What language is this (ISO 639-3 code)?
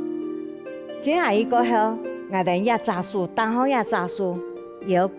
hak